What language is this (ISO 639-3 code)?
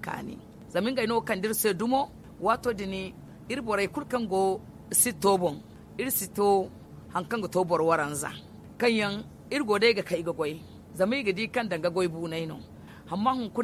dje